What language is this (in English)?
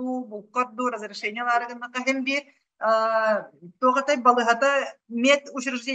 Yakut